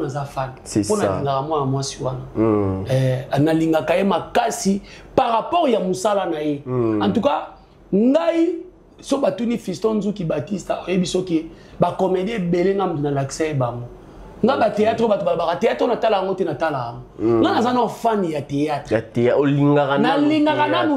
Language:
Lingala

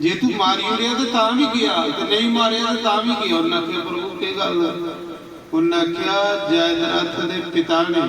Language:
Dogri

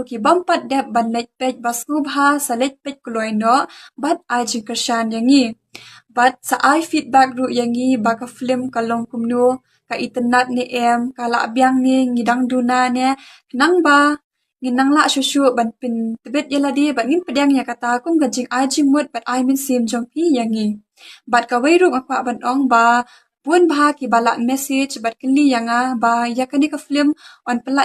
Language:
Khasi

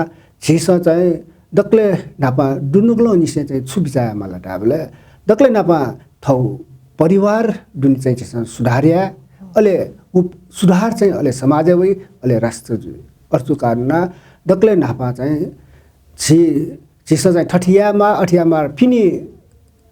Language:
Newari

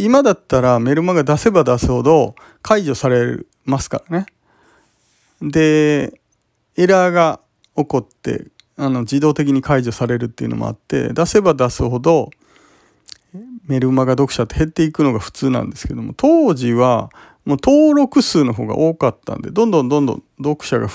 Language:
Japanese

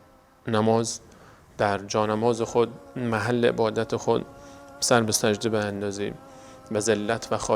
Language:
Persian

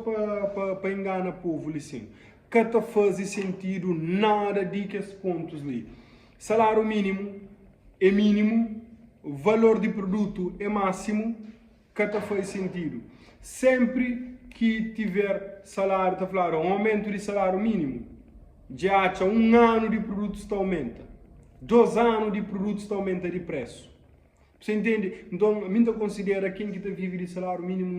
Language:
Kabuverdianu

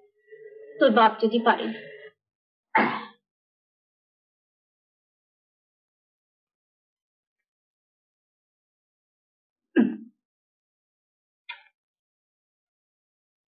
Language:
Bangla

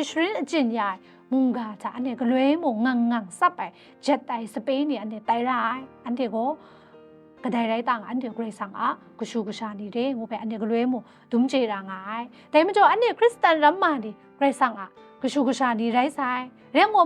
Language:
Kachin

